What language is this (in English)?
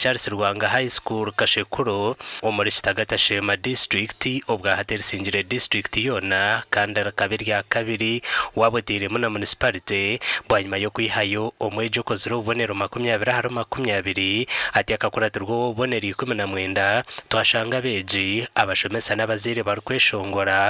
Nyankole